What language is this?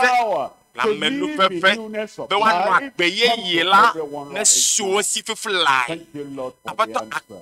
Ewe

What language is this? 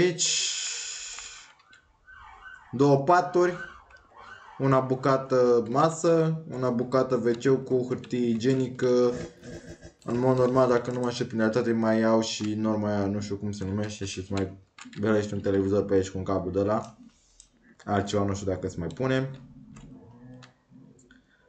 Romanian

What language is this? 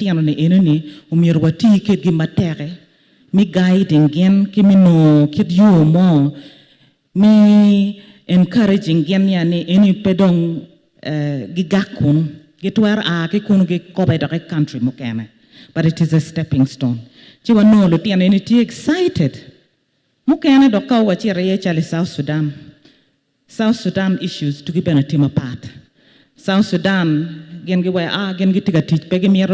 Acoli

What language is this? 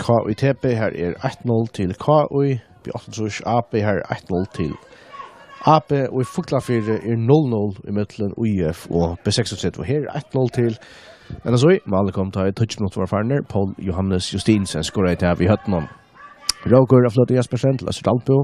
Faroese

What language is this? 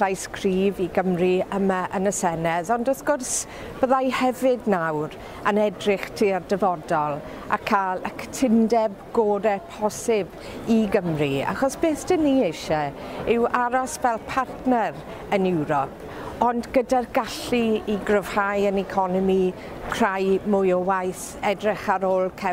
Welsh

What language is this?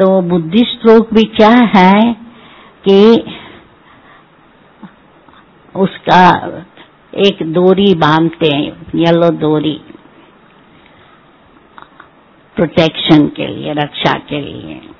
Hindi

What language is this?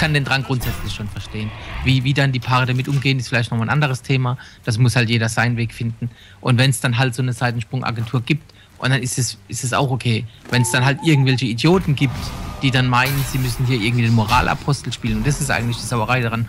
German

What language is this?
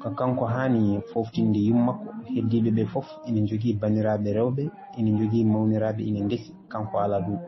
Fula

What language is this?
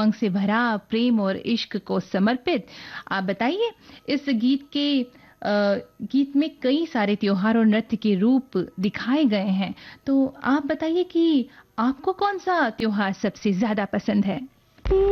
Hindi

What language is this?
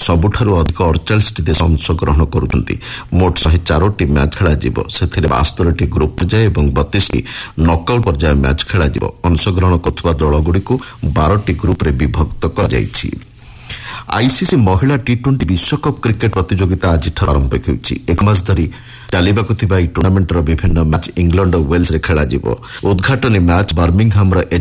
Odia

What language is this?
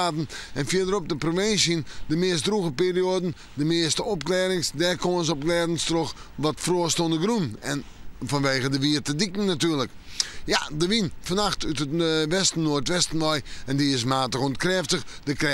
Western Frisian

